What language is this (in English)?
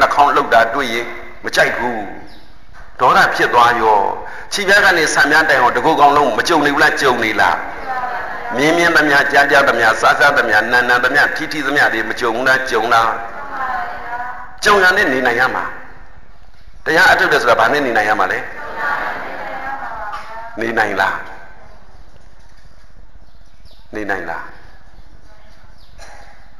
Burmese